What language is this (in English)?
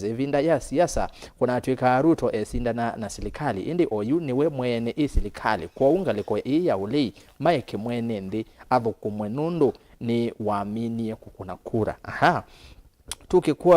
Kamba